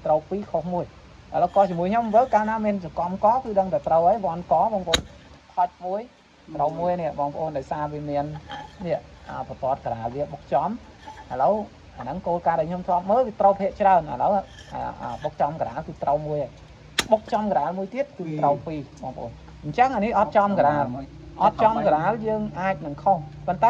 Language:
Khmer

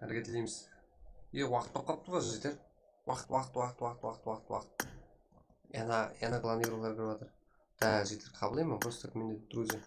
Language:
Kara-Kalpak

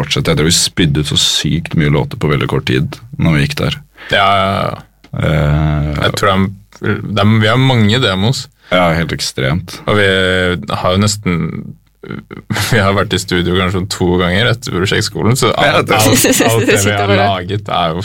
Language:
Norwegian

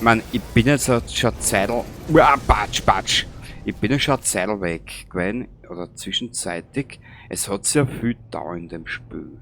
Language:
Bavarian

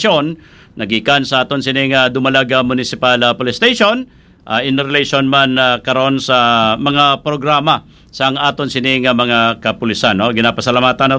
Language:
Hiligaynon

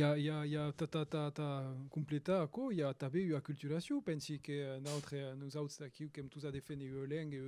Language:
Occitan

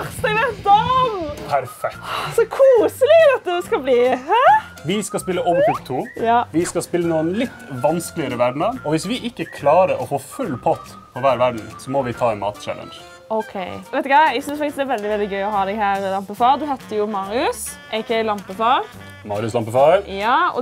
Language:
Norwegian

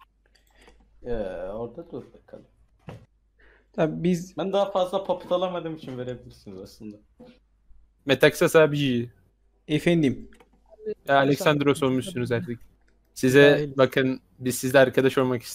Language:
Turkish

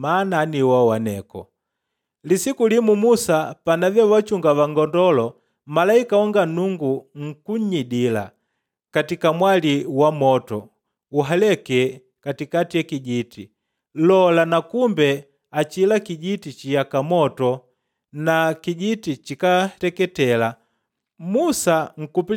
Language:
Makonde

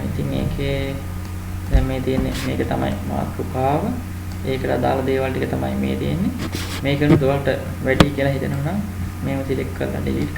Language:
Sinhala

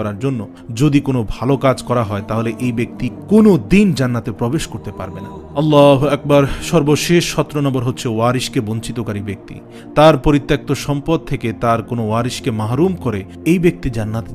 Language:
Bangla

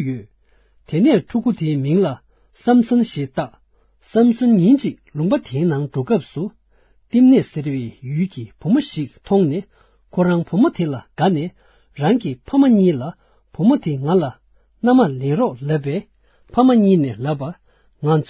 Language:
Tibetan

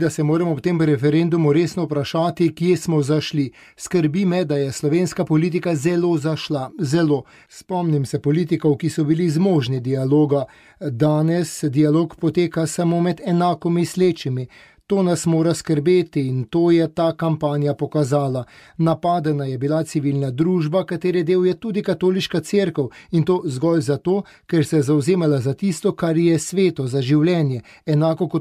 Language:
Slovenian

